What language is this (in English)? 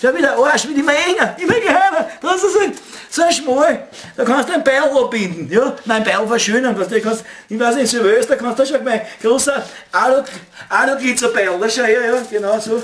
Bavarian